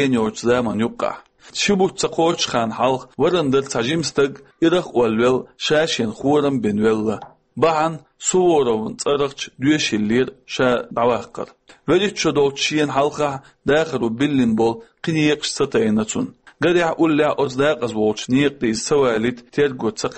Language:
Chechen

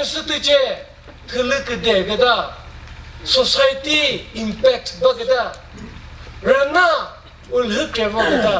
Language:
Chokri Naga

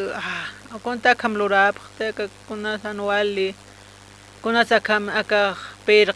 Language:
Aymara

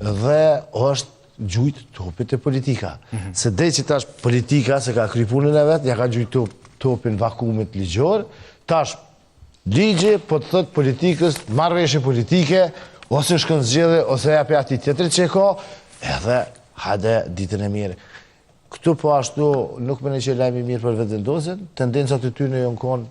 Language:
Albanian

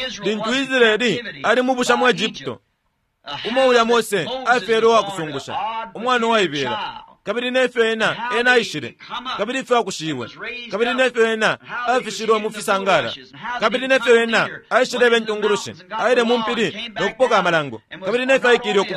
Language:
Bemba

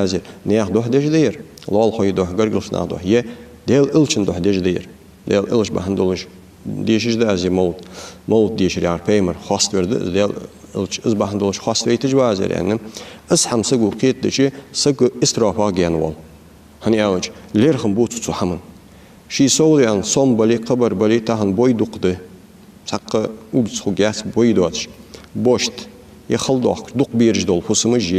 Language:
Ingush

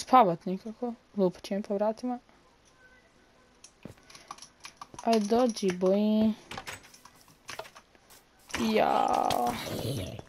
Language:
Croatian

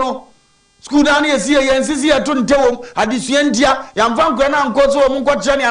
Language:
Akan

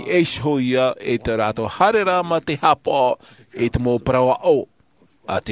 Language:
Tahitian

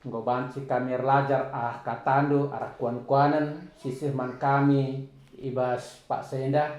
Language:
Batak Karo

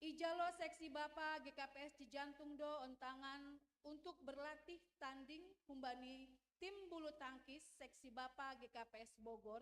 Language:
Batak Simalungun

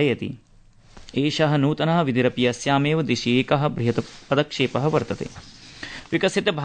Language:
Sanskrit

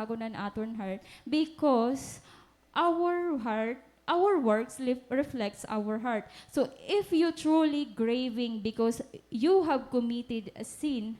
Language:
Waray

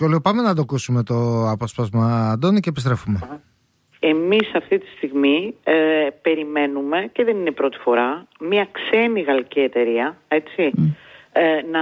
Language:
Greek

